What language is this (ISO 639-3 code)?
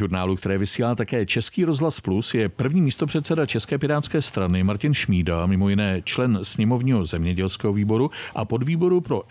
ces